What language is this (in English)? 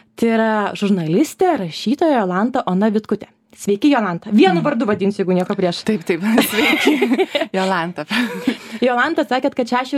Lithuanian